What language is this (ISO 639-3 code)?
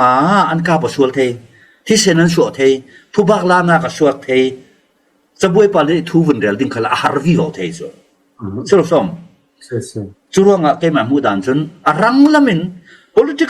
cfm